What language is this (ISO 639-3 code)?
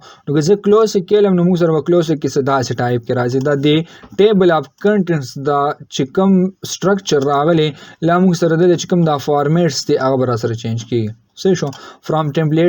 pus